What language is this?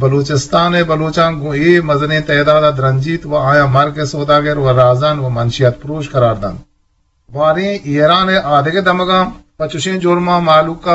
Eastern Balochi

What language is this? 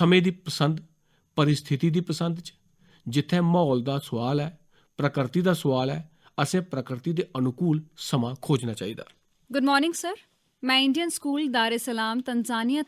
Dogri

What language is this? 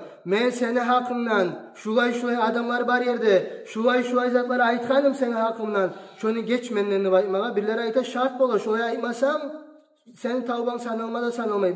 Kumyk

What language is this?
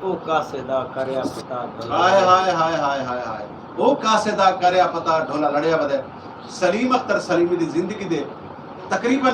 Saraiki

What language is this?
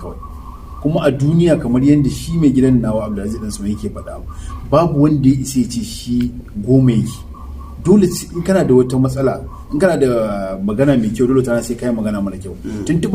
Hausa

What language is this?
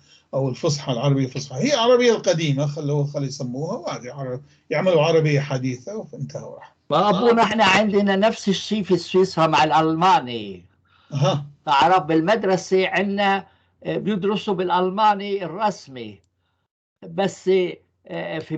North Levantine Arabic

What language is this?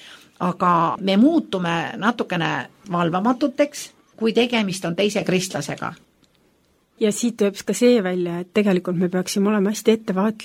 Estonian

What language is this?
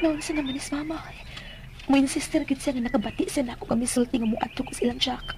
Cebuano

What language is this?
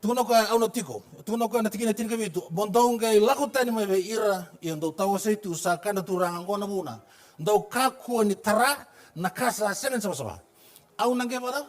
Fijian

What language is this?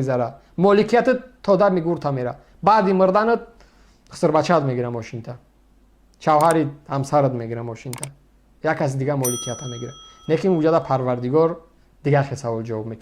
Tajik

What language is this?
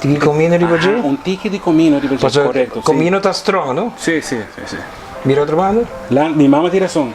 Papiamento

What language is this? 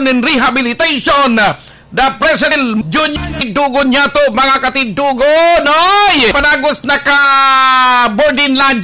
Bikol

